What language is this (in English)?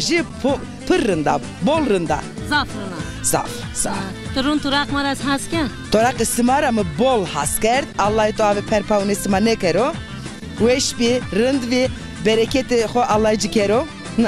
Zaza